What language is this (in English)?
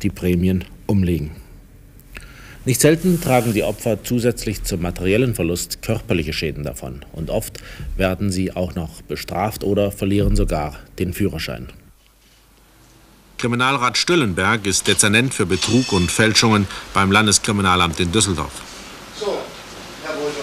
German